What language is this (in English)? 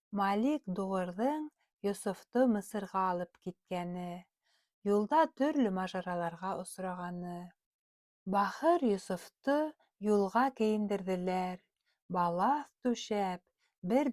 Bashkir